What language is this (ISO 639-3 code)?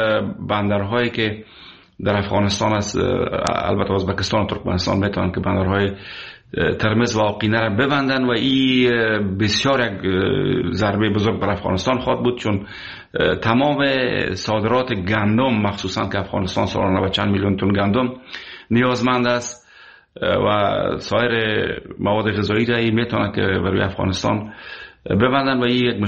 fas